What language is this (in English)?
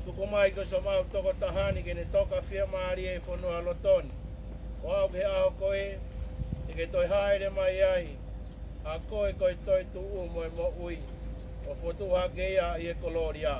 Tongan